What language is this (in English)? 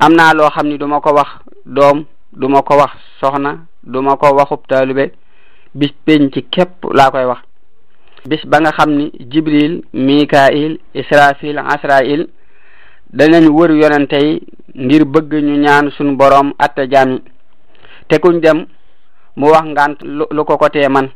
Wolof